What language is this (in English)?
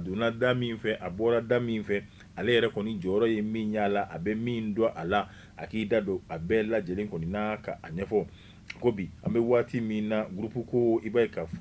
Bambara